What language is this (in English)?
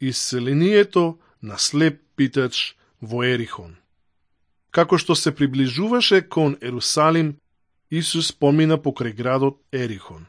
Macedonian